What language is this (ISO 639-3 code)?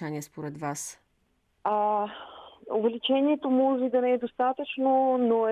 bul